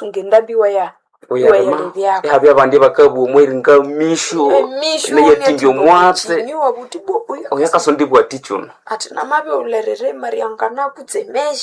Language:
Nande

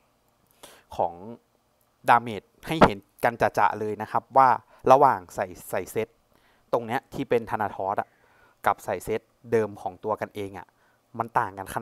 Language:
Thai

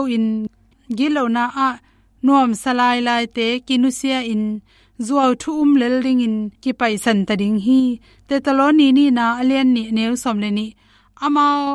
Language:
Tedim Chin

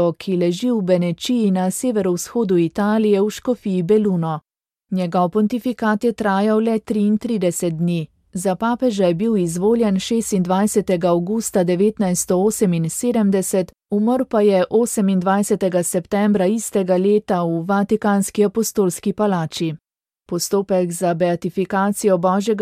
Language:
Slovenian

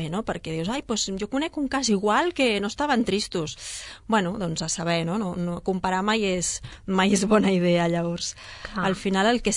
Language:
Catalan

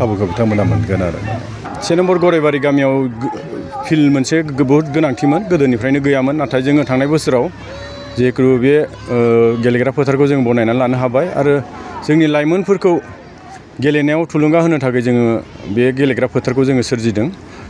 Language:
Bodo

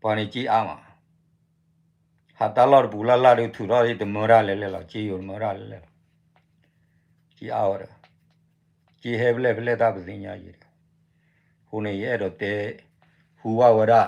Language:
S'gaw Karen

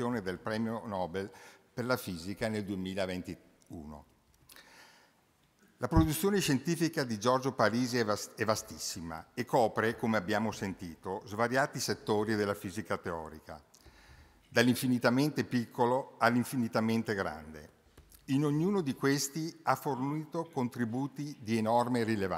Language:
Italian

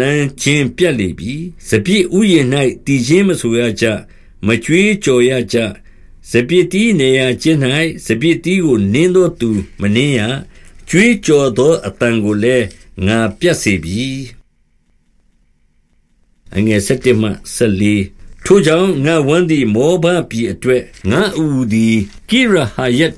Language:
Burmese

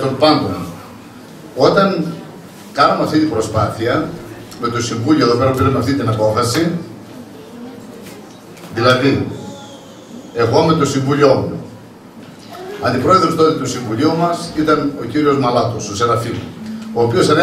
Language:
Greek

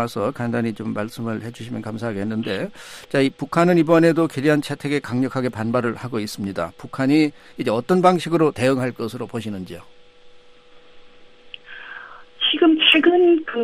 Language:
Korean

